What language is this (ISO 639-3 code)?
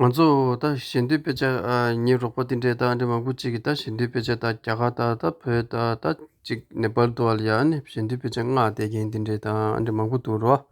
bod